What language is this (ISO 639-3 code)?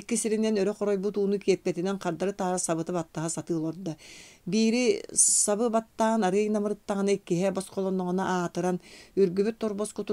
sah